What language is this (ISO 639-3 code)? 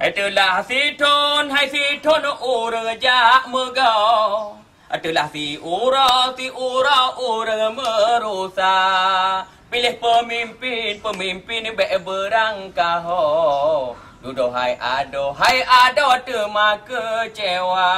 ace